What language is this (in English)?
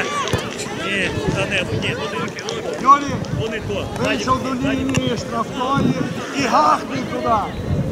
Ukrainian